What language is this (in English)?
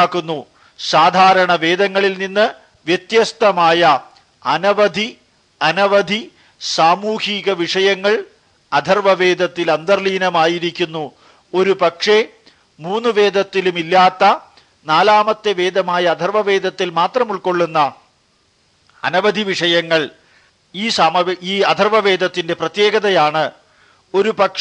Malayalam